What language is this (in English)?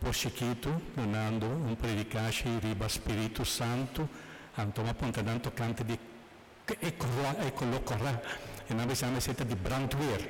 Papiamento